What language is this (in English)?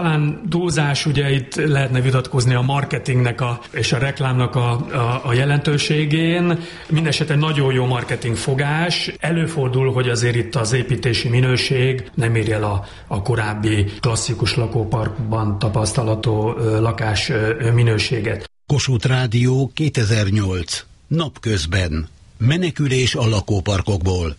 Hungarian